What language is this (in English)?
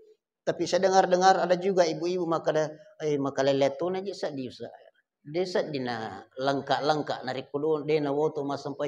Buginese